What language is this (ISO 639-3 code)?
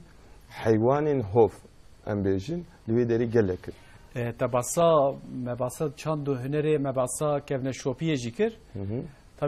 kur